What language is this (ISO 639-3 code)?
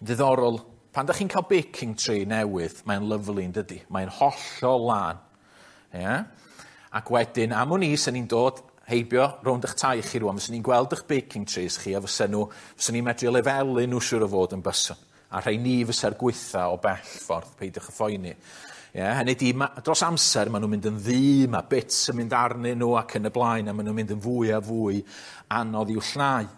cym